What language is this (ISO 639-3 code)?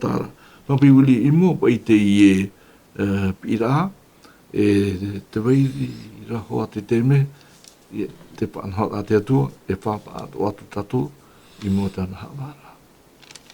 tah